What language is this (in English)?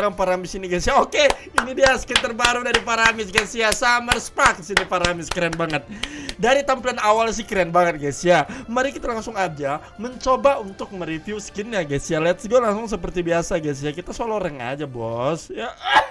Indonesian